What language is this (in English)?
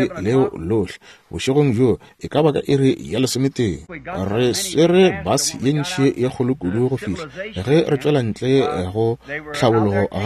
Northern Sotho